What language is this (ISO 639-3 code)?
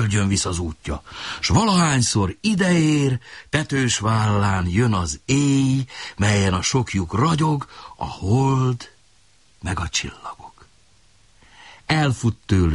hun